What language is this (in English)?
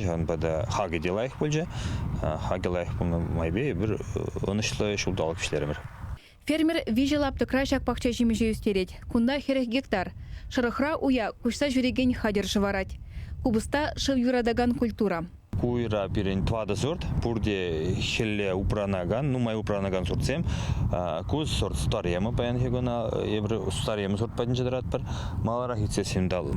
Chuvash